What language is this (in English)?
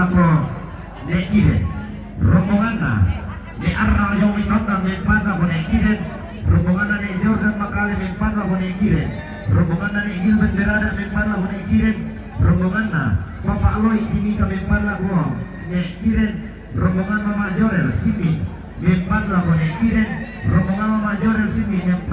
Toraja-Sa'dan